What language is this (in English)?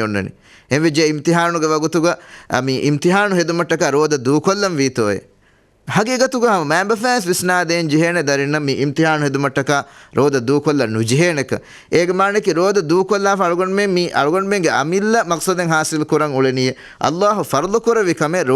Divehi